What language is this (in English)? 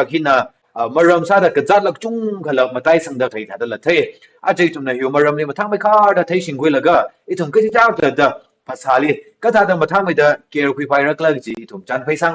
Tangkhul Naga (India)